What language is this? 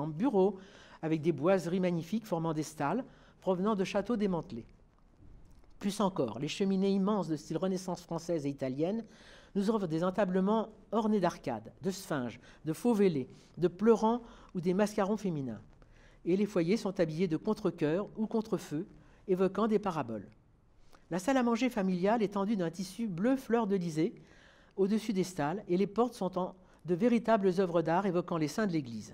French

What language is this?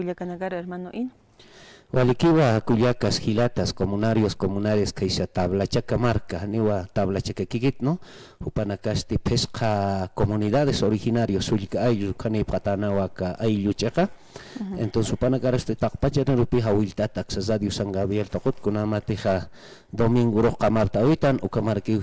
Aymara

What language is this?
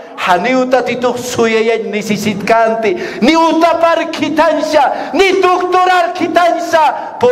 Aymara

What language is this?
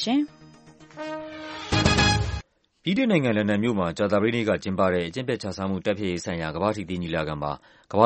Burmese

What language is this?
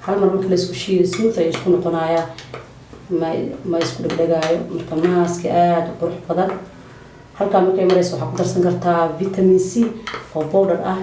Somali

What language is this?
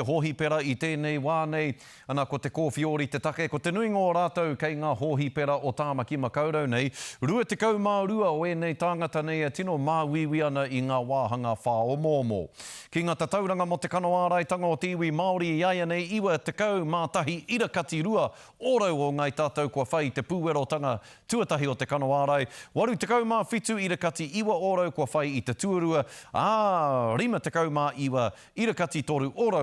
Māori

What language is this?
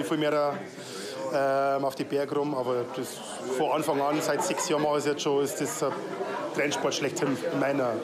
Bavarian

